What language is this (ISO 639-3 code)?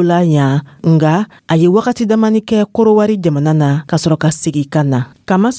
dyu